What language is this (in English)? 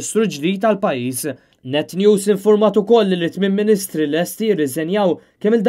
Maltese